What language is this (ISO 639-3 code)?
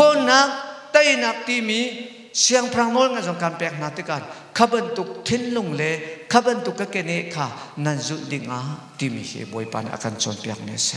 cnh